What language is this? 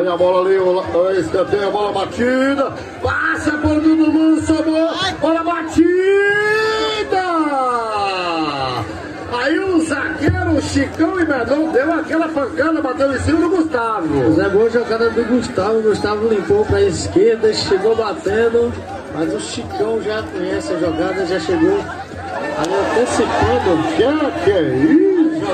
Portuguese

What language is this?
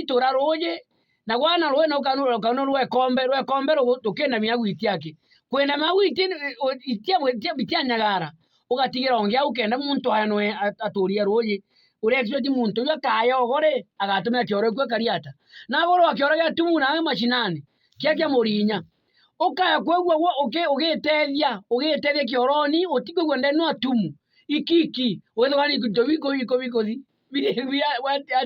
Meru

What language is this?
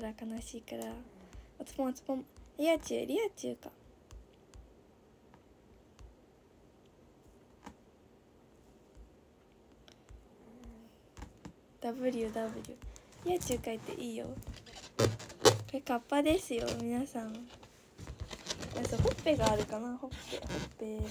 Japanese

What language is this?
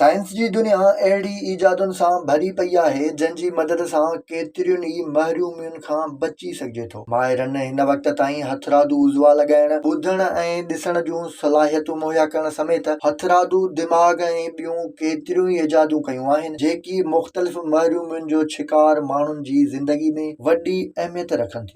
Sindhi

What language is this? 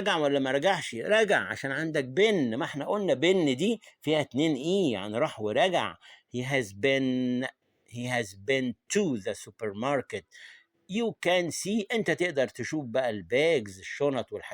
Egyptian Arabic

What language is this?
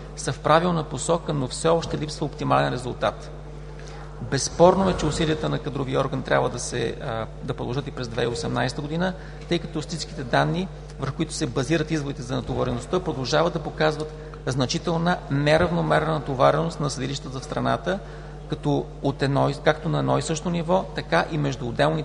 Bulgarian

